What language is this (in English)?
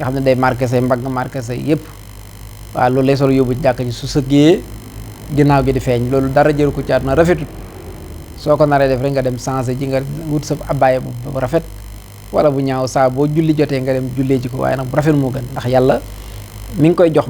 Wolof